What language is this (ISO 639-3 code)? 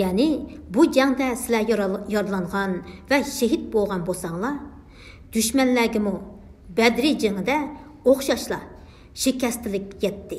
uig